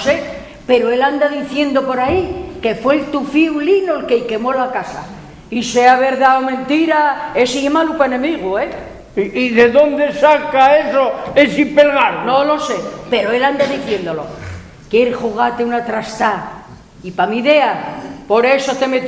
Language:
Asturian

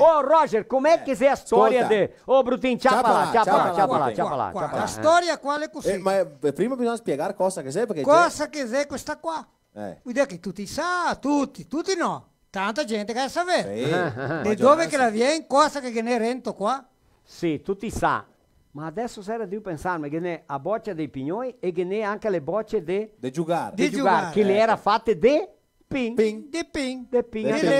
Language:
Venetian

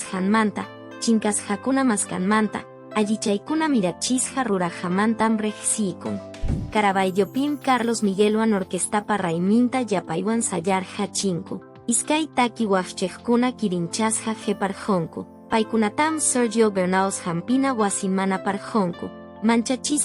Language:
Quechua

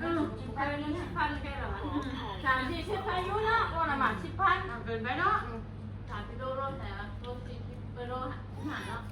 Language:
Northeastern Thai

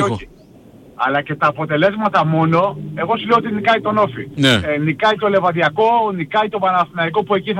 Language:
Greek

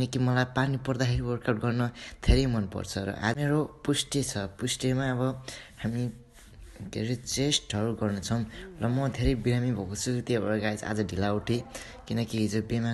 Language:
Nepali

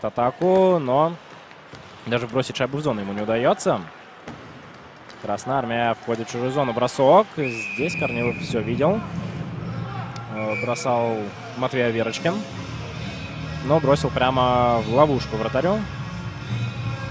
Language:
Russian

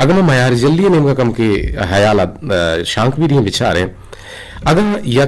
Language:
Eastern Balochi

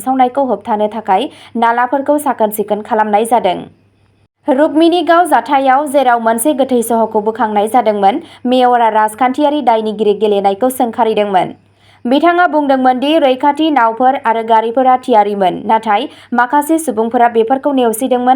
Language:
Bodo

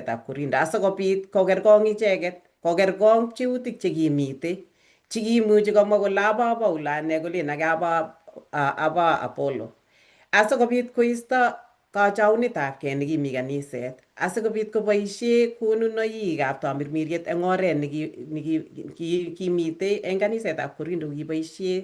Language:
Kalenjin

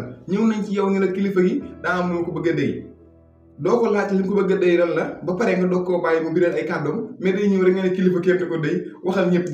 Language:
Wolof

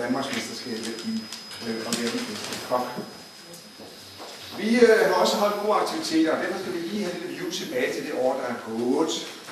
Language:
Danish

